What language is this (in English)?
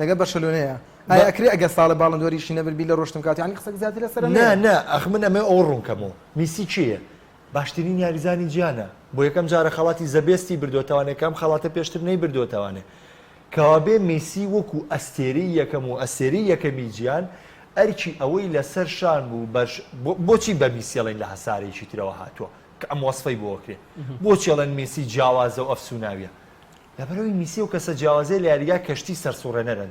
Central Kurdish